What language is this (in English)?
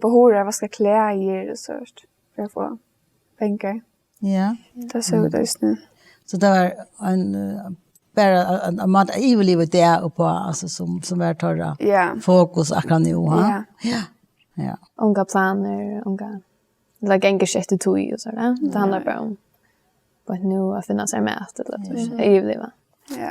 Faroese